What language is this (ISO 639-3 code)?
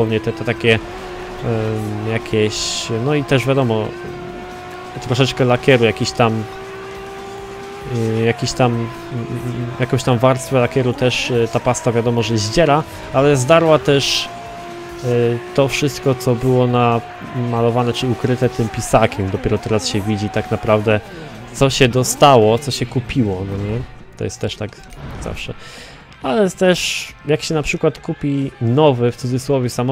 pol